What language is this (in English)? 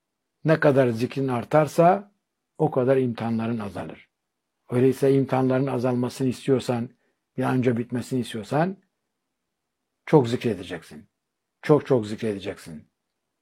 Turkish